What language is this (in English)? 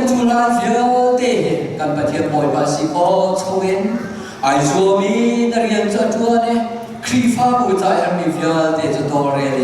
Falam Chin